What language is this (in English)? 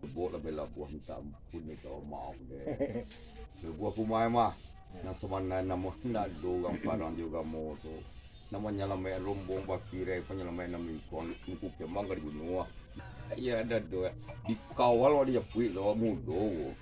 Minangkabau